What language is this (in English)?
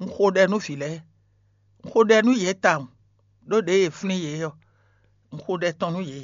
Fon